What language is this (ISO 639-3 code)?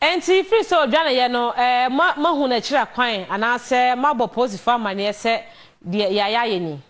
aka